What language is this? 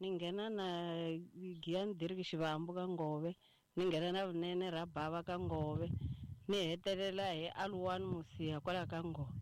Tsonga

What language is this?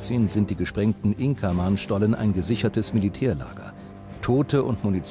German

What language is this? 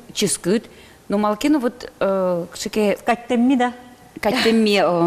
Udmurt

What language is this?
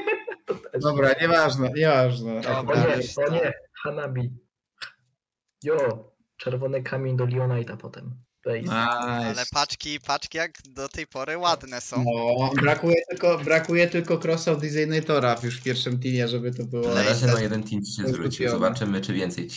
Polish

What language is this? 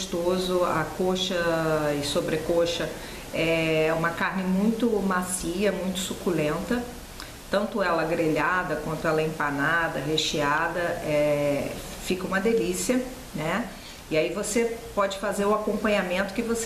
Portuguese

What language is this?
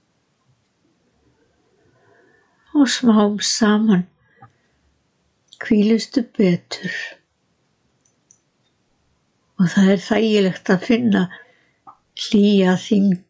Icelandic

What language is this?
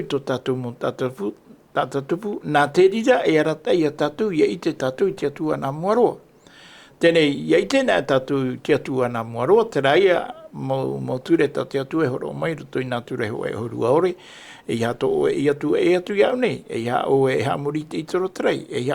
Tahitian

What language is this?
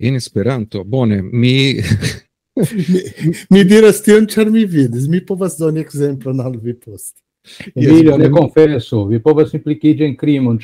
Esperanto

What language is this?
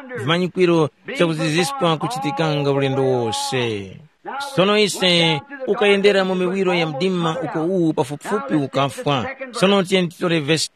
Tumbuka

